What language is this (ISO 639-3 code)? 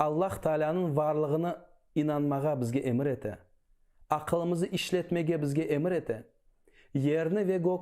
crh